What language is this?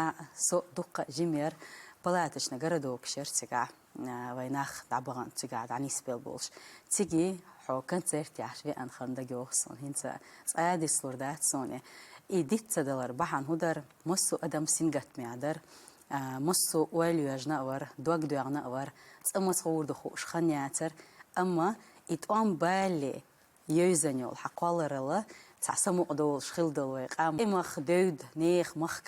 Chechen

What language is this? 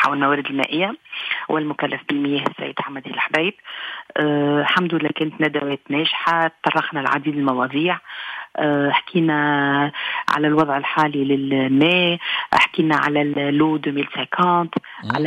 Tunisian Arabic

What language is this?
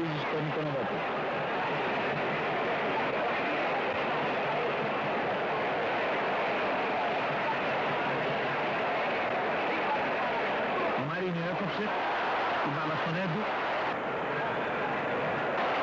Greek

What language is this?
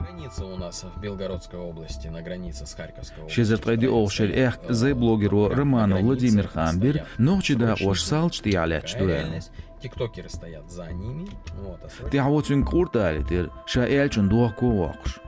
Chechen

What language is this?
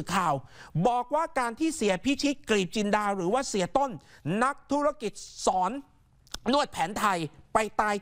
Thai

